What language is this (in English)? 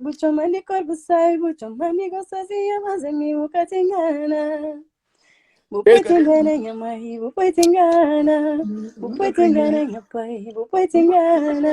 Kabuverdianu